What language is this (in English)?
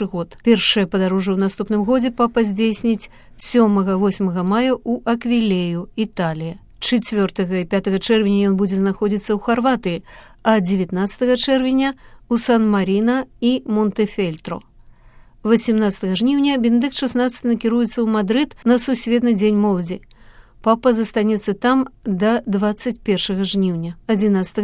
Belarusian